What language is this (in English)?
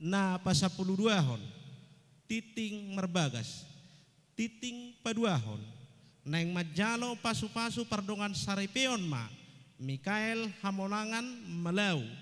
Batak Toba